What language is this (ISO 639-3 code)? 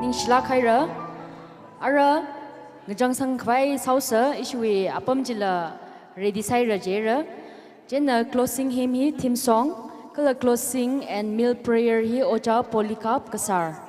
nmf